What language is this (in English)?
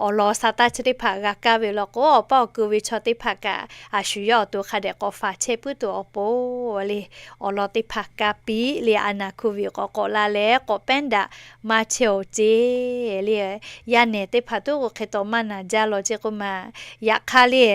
Lahu